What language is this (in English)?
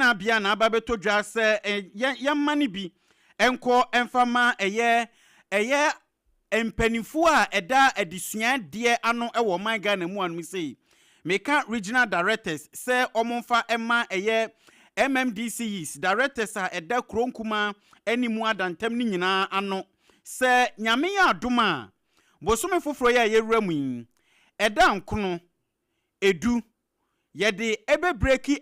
Akan